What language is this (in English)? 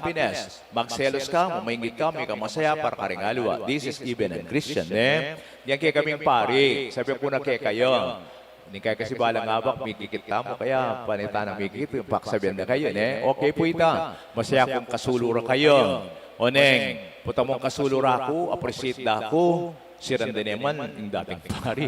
Pampanga